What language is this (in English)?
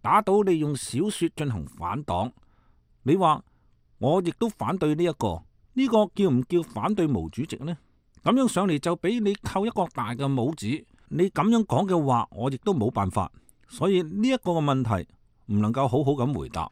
Cantonese